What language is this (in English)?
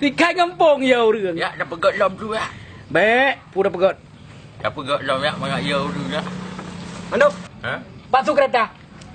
Achinese